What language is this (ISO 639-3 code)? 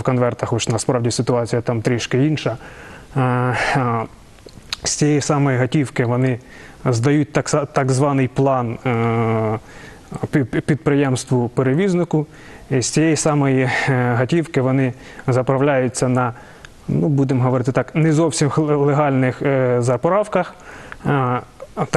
ukr